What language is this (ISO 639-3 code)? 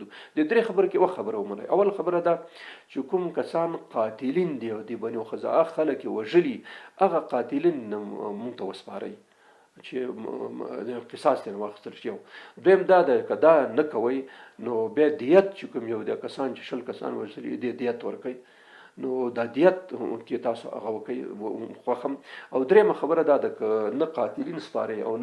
pus